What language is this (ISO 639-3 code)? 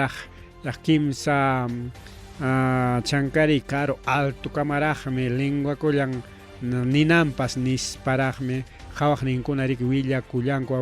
quy